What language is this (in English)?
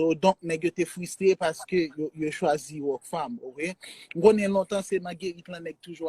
Haitian Creole